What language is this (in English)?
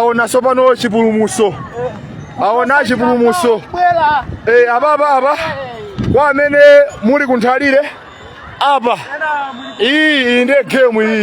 Nyanja